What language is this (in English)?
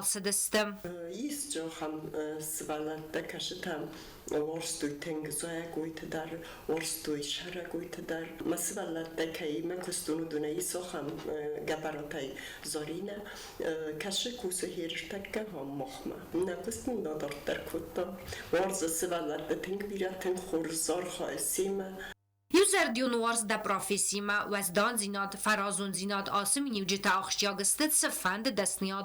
Ossetic